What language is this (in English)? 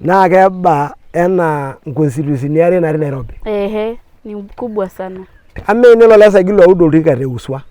Masai